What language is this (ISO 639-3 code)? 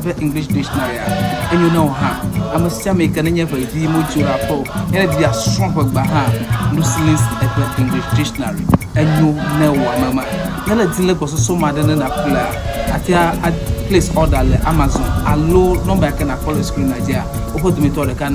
ewe